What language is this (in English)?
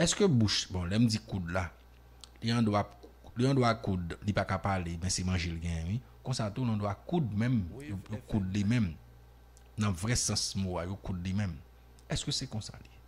Haitian Creole